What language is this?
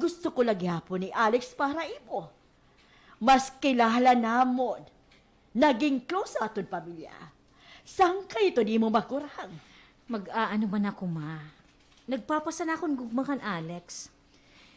Waray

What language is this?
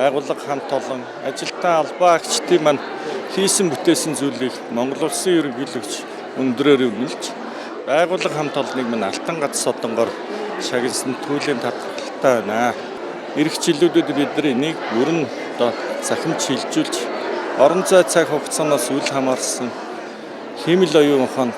Mongolian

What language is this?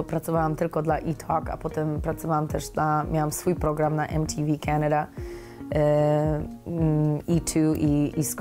Polish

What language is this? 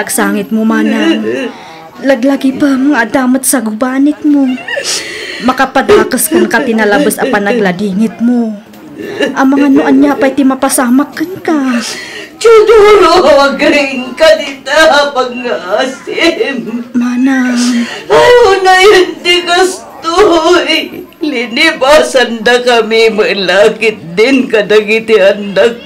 Iloko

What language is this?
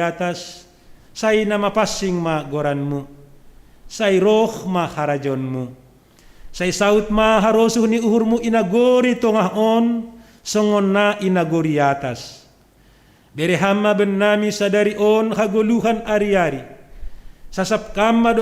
Batak Simalungun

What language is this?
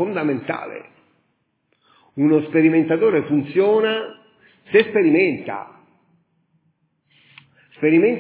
Italian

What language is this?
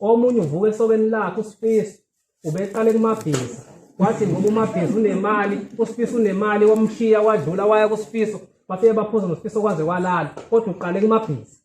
Zulu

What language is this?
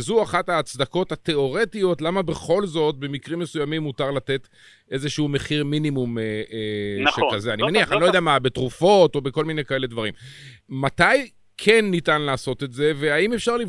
Hebrew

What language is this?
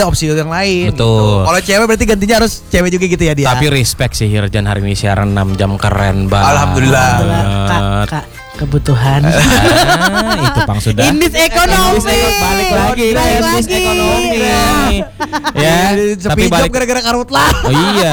Indonesian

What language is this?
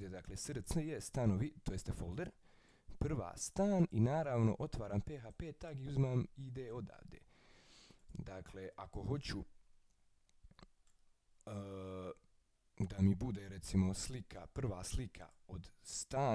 Croatian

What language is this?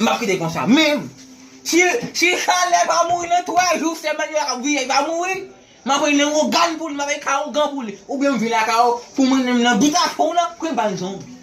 Haitian Creole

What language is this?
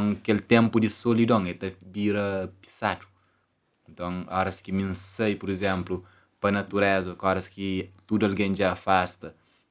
Kabuverdianu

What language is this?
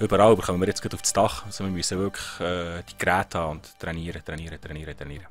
Swiss German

